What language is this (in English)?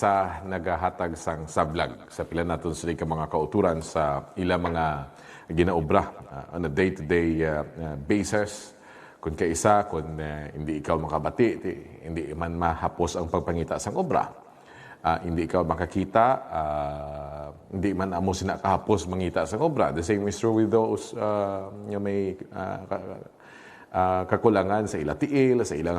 Hiligaynon